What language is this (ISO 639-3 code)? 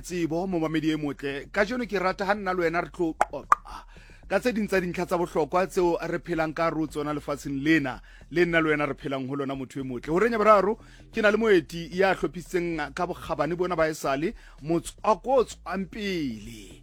sot